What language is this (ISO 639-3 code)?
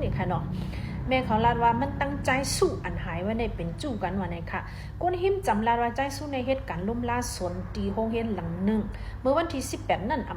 shn